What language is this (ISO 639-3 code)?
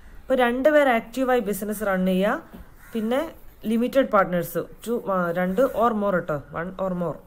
mal